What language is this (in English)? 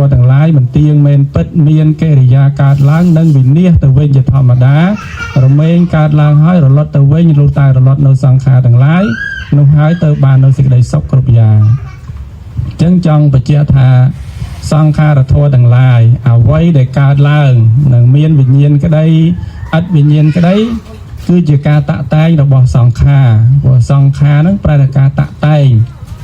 Khmer